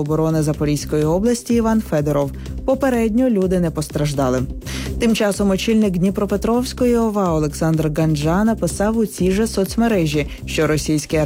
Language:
Ukrainian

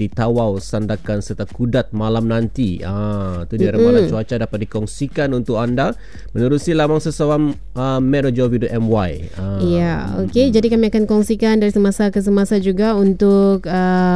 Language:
Malay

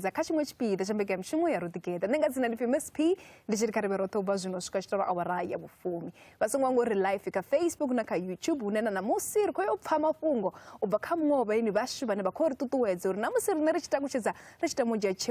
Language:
Venda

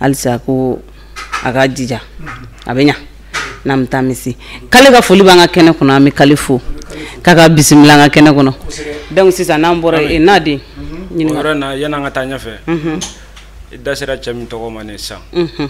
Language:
Bambara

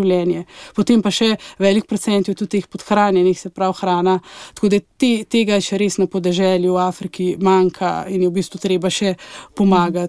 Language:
Slovenian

